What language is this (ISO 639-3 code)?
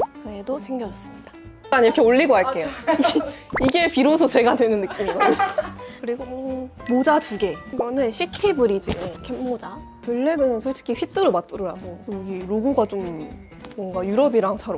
kor